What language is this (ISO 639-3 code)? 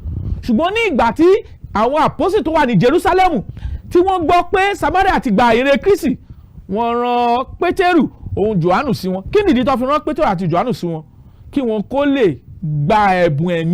yor